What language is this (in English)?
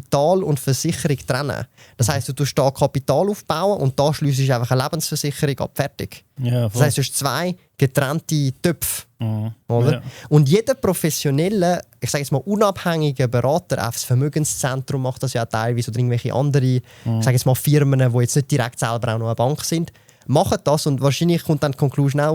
Swiss German